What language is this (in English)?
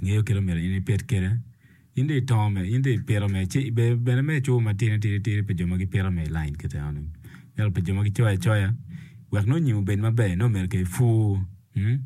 Acoli